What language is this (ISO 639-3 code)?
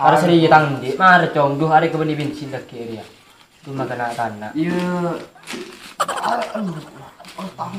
mad